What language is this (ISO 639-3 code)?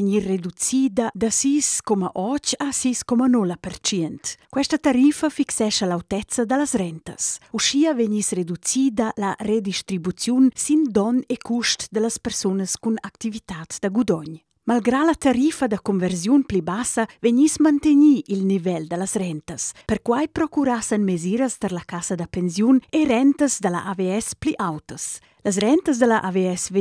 roh